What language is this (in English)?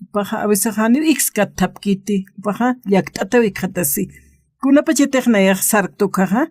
Aymara